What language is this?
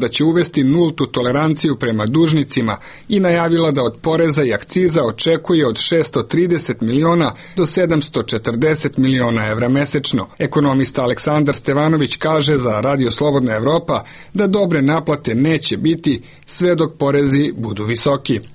Serbian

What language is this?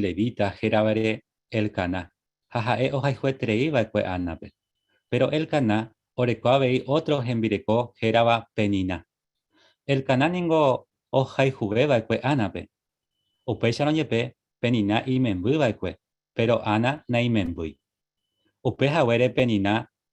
Guarani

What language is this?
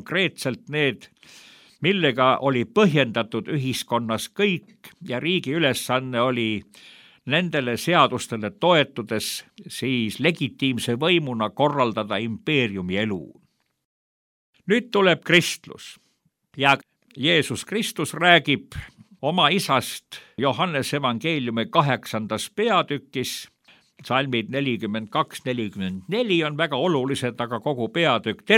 Estonian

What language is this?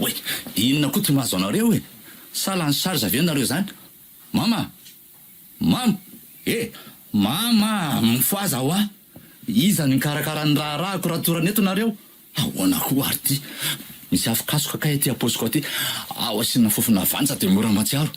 Malagasy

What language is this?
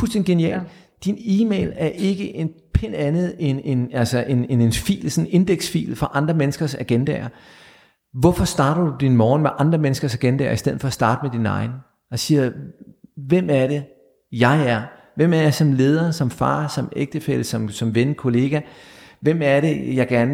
Danish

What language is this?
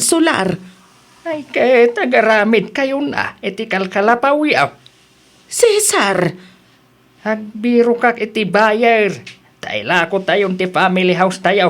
Iloko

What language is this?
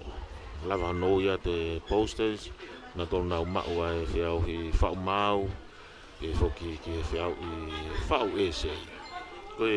Tongan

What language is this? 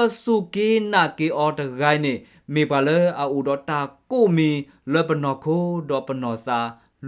S'gaw Karen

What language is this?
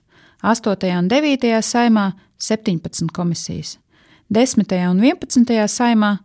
Latvian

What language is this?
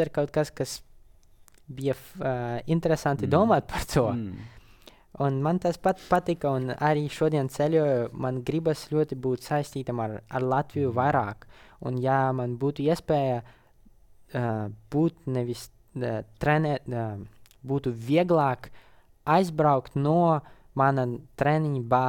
Latvian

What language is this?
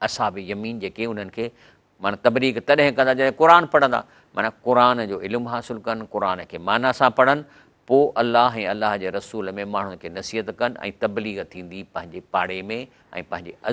Sindhi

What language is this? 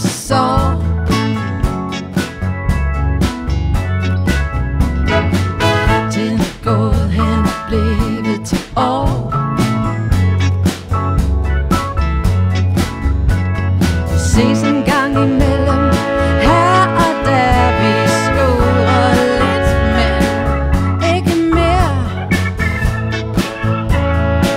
Danish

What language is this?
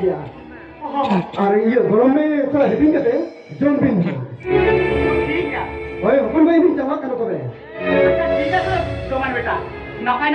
Santali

